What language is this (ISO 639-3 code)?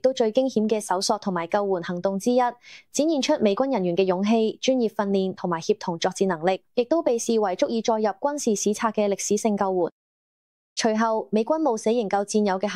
yue